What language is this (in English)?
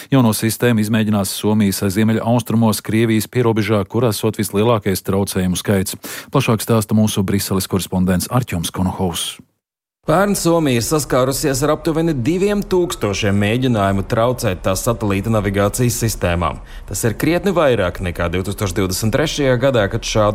Latvian